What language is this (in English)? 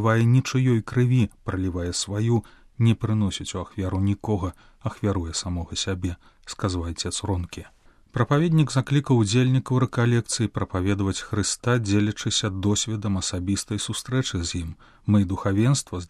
Belarusian